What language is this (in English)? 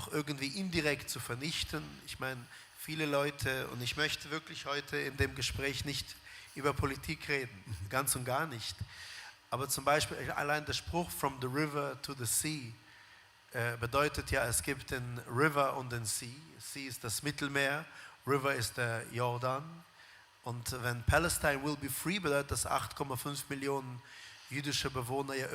Swiss German